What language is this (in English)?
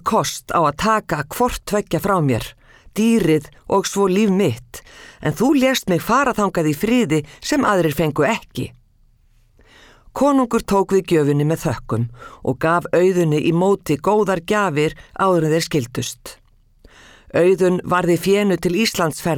Icelandic